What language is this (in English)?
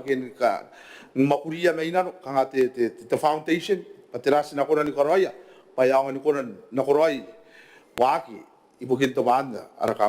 Gilbertese